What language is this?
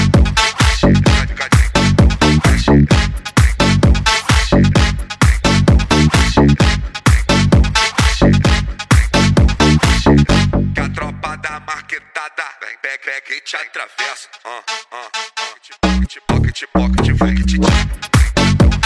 Portuguese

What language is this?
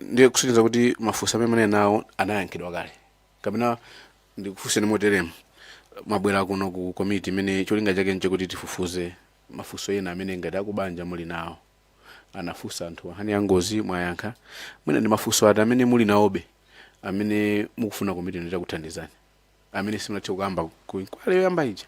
Nyanja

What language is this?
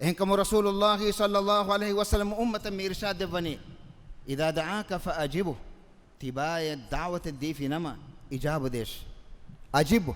Divehi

